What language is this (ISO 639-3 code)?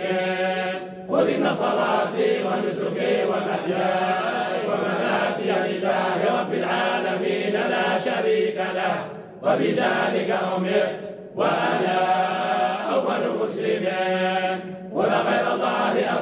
ara